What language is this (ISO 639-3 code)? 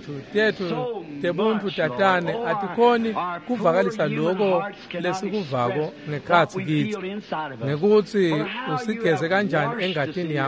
ssw